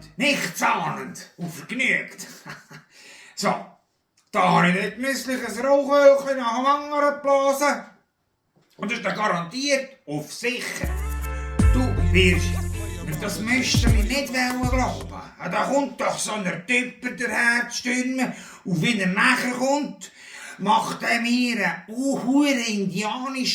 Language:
Swiss German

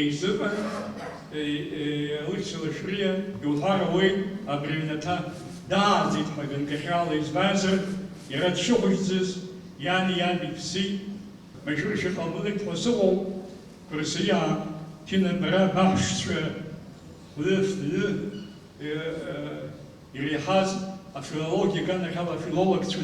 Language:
Abkhazian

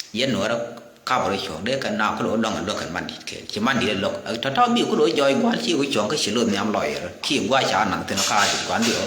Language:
Nuer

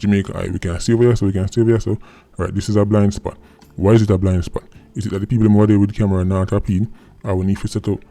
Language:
Jamaican Creole English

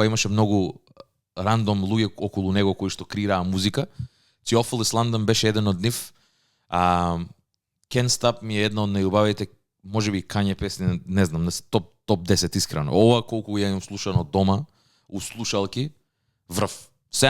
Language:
Macedonian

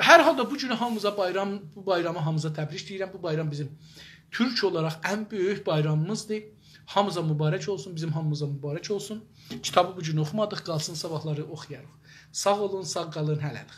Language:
South Azerbaijani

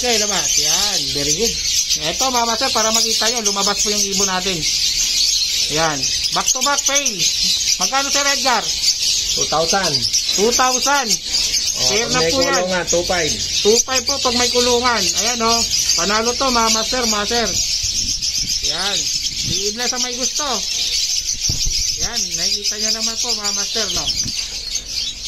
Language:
Filipino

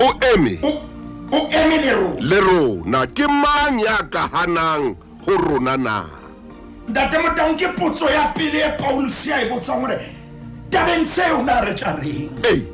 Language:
Southern Sotho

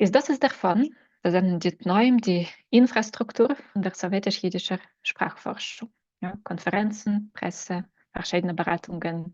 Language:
Yiddish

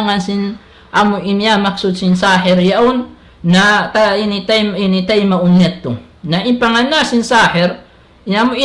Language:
Tausug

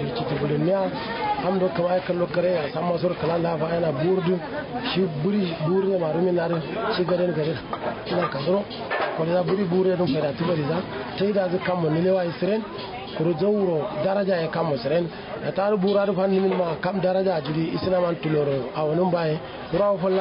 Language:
Kanuri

